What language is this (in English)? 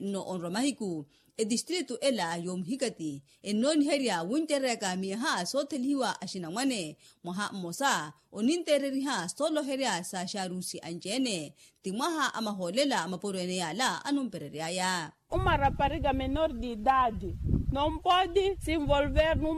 Makhuwa